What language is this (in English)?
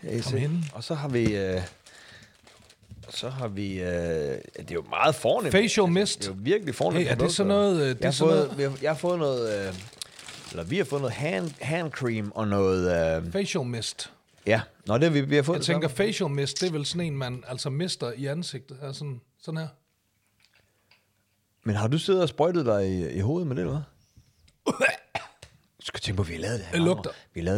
Danish